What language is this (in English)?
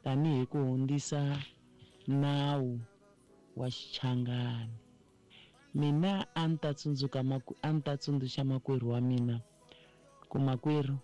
Tsonga